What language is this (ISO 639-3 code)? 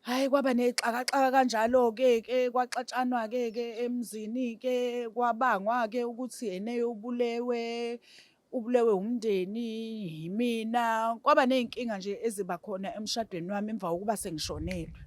zul